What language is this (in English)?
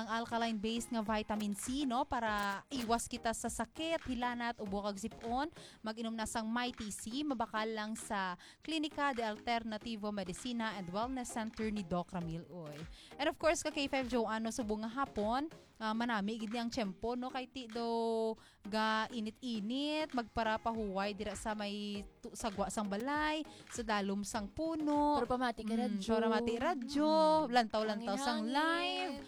Hiligaynon